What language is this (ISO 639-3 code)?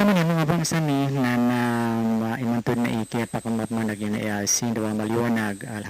mrw